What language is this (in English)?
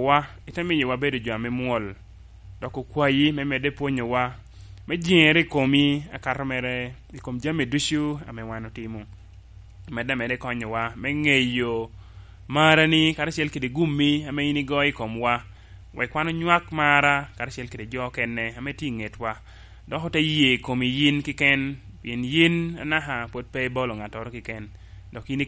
Lango (Uganda)